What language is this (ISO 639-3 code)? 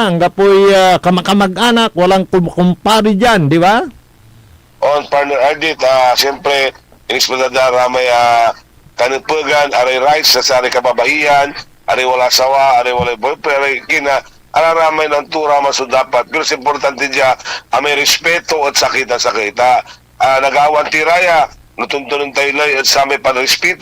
pag